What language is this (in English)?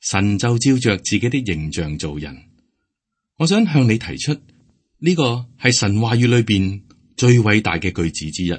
Cantonese